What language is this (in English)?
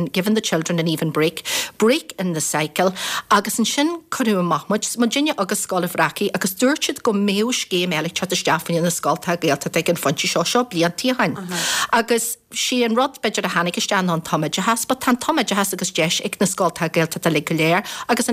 Irish